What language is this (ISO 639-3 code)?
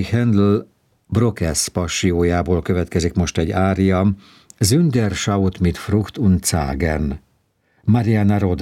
hun